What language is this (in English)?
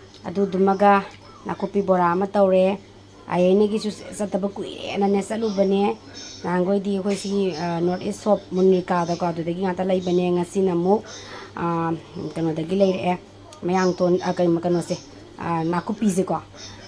Manipuri